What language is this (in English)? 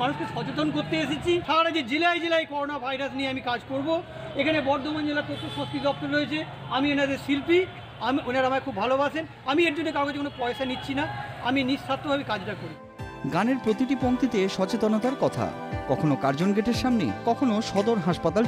Bangla